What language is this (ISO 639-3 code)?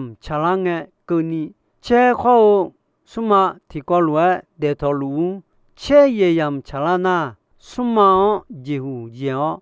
ahk